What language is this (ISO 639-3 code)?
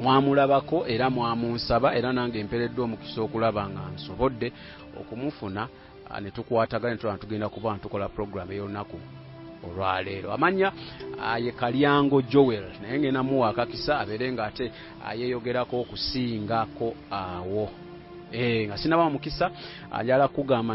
lug